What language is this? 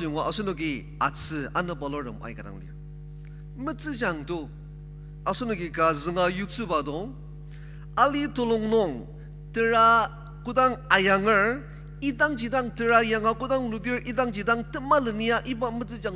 Ao Naga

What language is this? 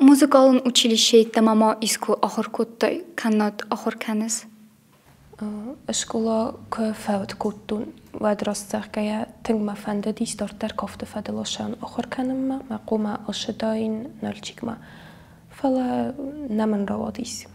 Ossetic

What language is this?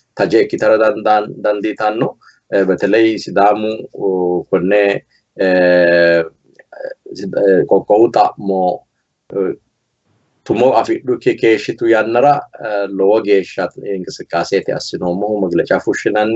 Sidamo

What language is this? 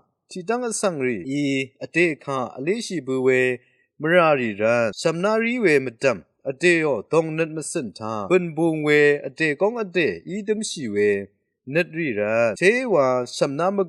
Rawang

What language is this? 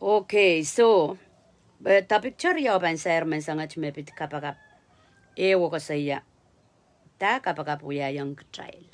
Pohnpeian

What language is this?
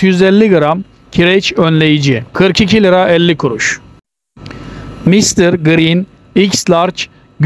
Turkish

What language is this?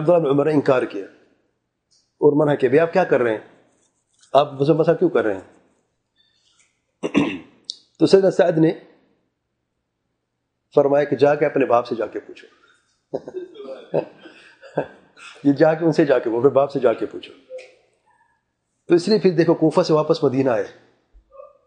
Urdu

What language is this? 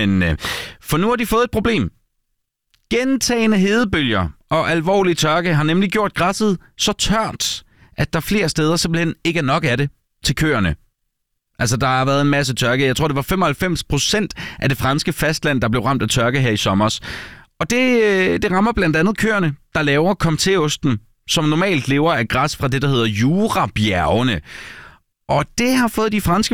Danish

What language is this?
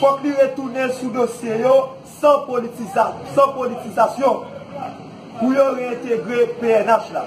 Haitian Creole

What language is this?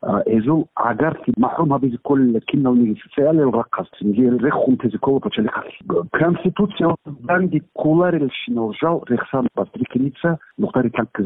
Avaric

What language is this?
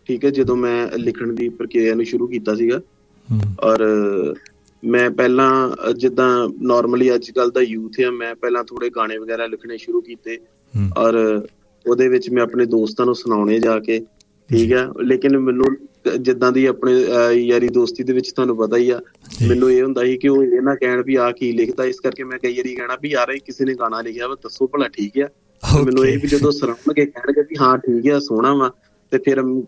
Punjabi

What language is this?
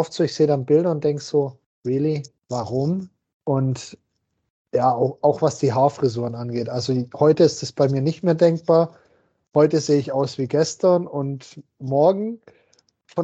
German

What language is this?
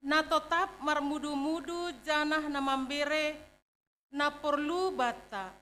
Batak Simalungun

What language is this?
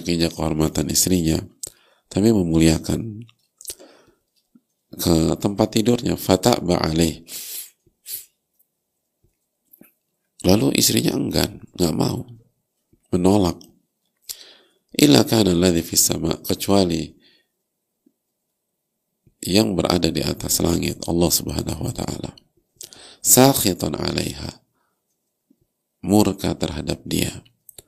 Indonesian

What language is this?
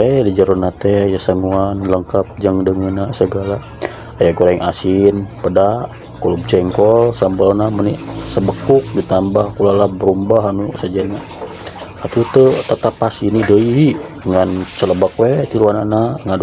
Sundanese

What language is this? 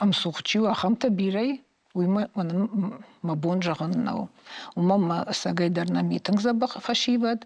Ossetic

